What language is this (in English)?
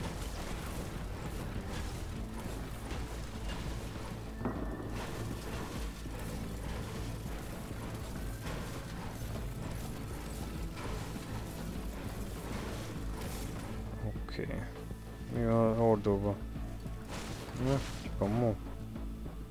Hungarian